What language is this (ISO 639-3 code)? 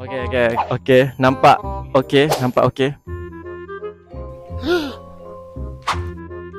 msa